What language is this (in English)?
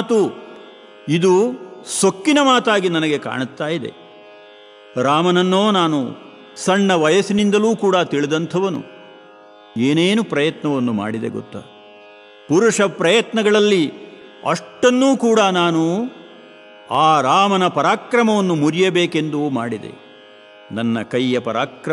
Kannada